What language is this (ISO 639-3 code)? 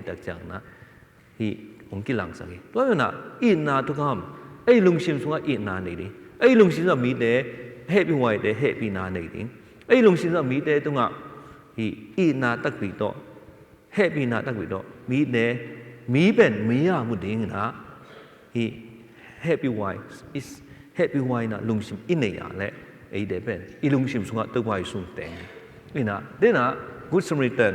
ctd